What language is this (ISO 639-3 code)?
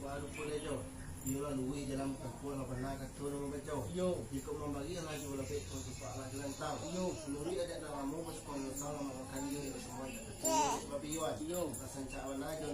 min